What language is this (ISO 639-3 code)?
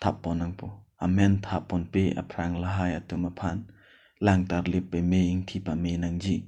mjw